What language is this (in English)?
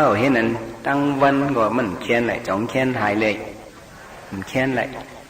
Shan